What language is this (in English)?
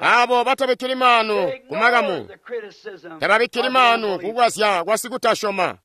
Tonga (Zambia)